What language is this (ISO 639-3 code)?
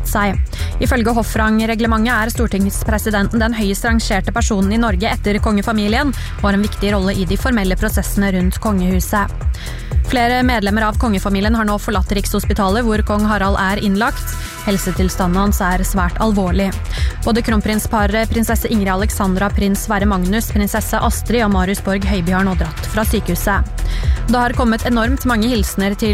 nor